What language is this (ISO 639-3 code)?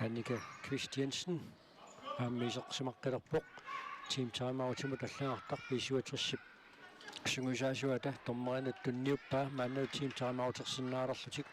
kal